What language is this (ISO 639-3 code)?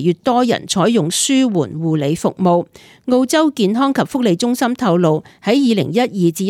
yue